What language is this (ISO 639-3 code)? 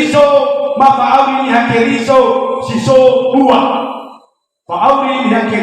nia